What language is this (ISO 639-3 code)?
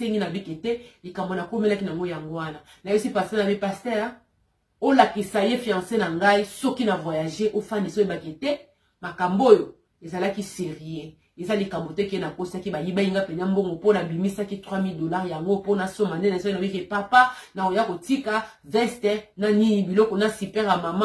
lin